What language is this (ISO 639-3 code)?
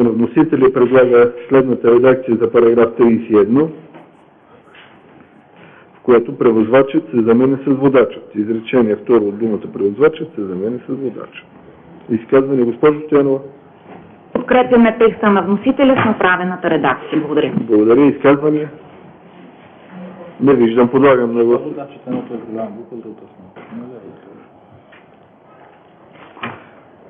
bul